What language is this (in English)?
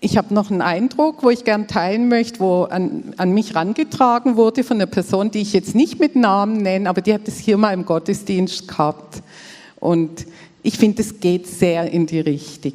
Swiss German